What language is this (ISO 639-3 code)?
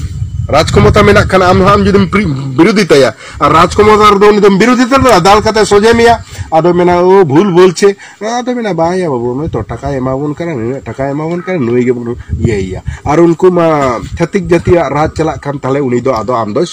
sat